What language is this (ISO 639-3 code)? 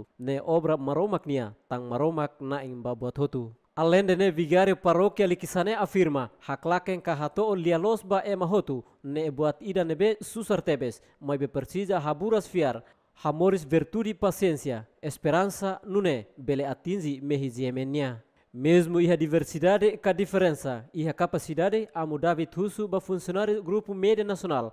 tet